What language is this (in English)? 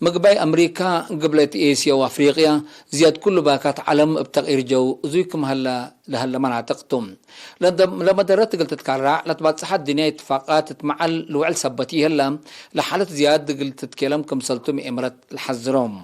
Tigre